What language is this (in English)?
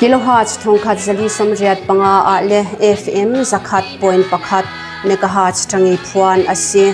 Mizo